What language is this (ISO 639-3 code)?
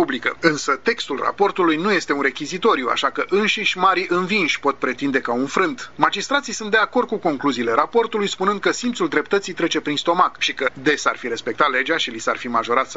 ron